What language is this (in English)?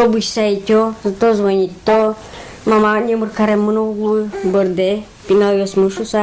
Udmurt